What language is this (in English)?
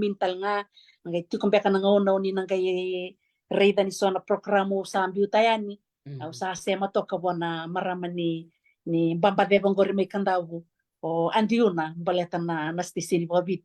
Fijian